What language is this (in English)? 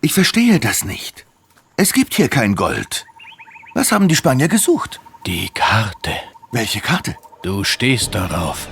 Bavarian